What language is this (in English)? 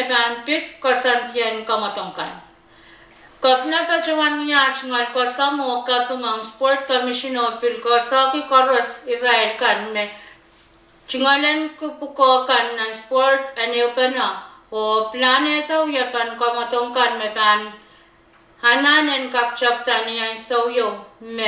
Pohnpeian